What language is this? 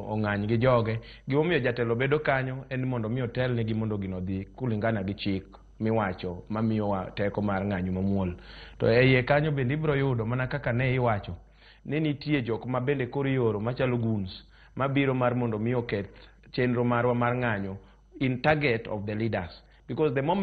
Luo (Kenya and Tanzania)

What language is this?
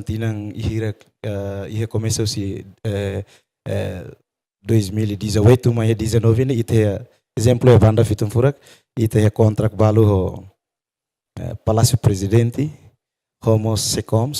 Tetum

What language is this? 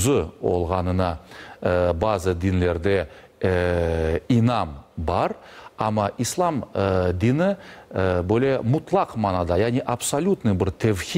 Crimean Tatar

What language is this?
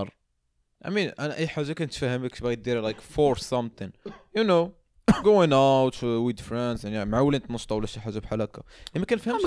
Moroccan Arabic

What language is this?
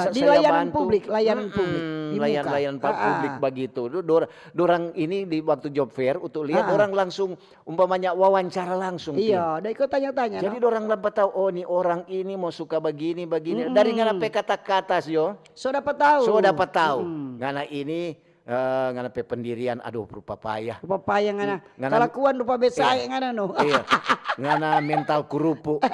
Manado Malay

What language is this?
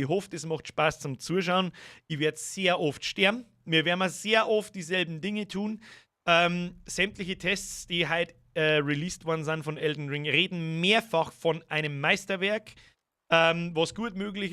Bavarian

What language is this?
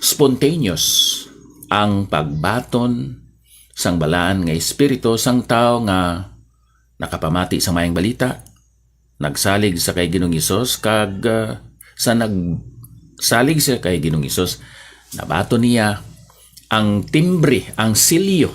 Hiligaynon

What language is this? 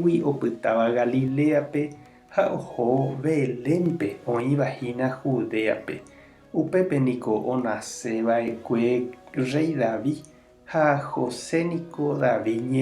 Guarani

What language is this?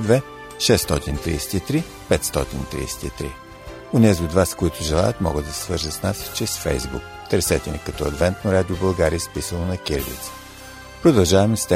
Bulgarian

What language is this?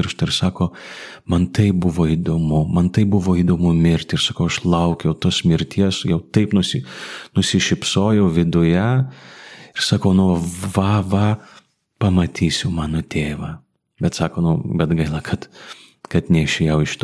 Lithuanian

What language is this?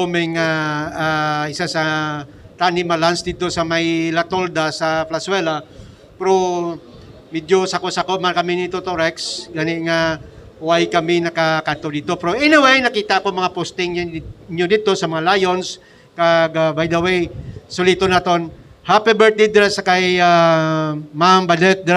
Hiligaynon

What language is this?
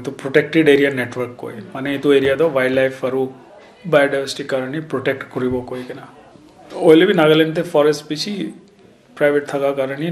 Naga Pidgin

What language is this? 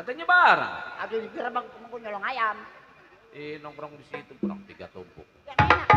Betawi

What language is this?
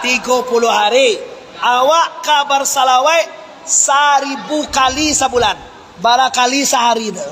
Minangkabau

